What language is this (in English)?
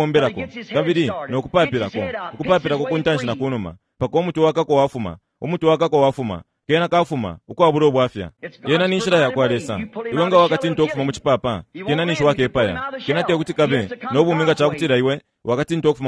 Bemba